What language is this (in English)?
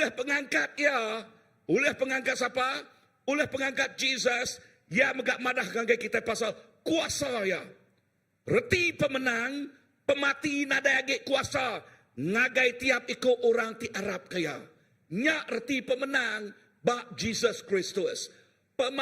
Iban